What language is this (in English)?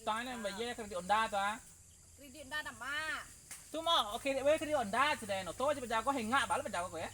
Minangkabau